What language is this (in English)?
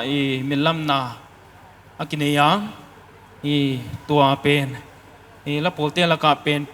Paite Chin